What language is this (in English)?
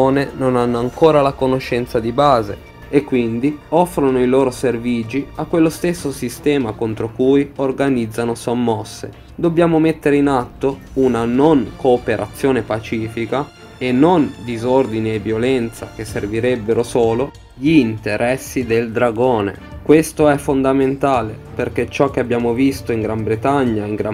Italian